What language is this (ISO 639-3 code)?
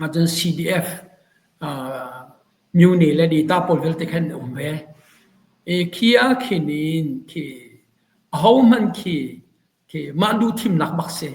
cnh